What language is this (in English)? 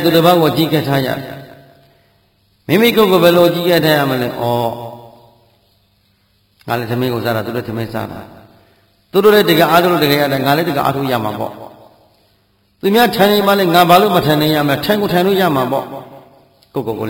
Burmese